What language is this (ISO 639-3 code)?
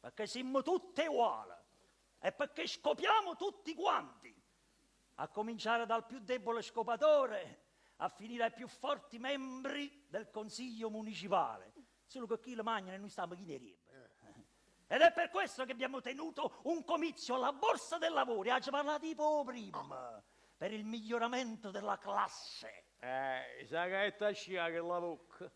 nap